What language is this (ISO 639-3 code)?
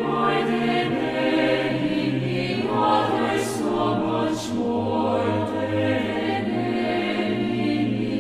aym